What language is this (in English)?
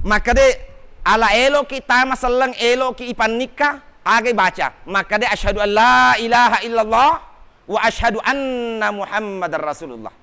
Buginese